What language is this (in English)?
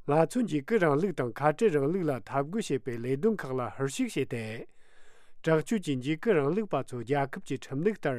Latvian